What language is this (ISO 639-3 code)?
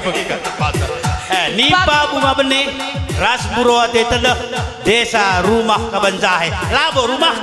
btx